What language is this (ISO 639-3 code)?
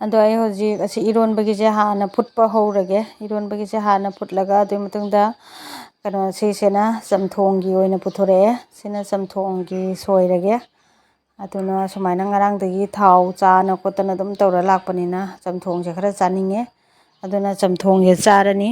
mni